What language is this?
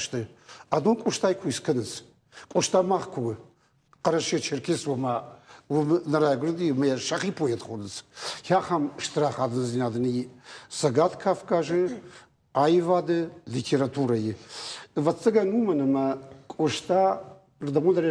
Ossetic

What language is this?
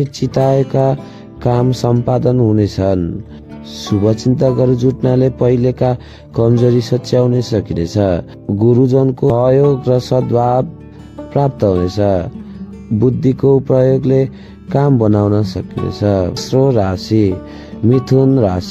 Nepali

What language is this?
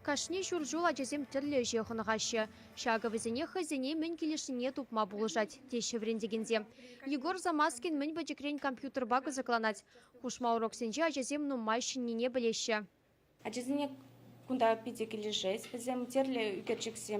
Chuvash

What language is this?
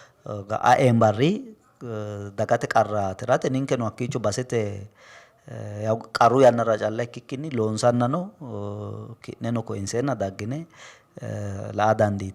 Sidamo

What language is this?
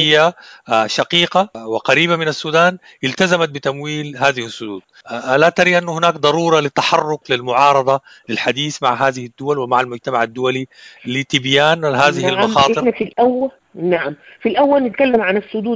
Sudanese Arabic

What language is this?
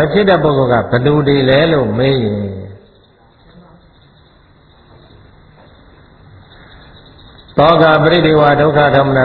Burmese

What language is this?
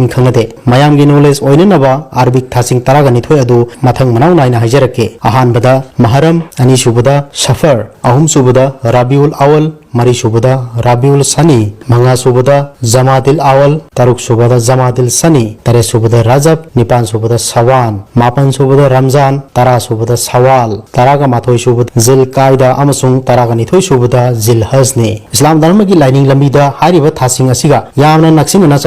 Manipuri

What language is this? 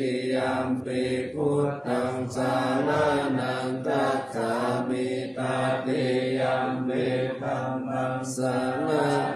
Pali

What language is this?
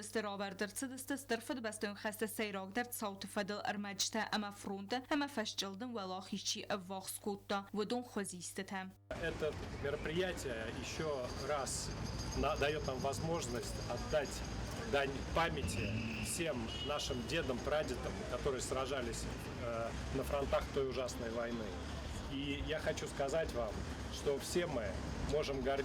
Ossetic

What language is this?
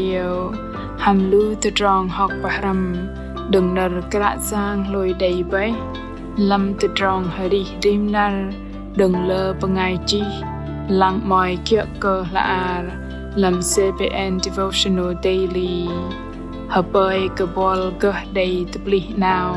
Bahnar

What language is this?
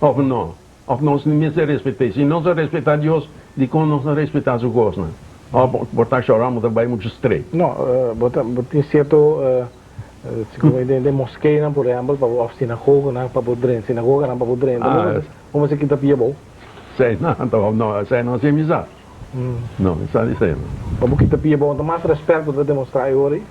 Papiamento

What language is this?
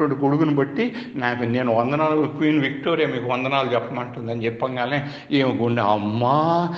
Telugu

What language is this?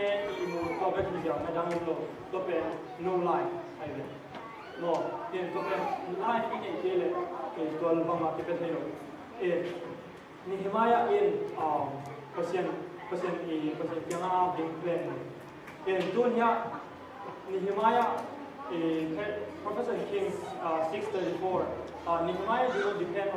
Tedim Chin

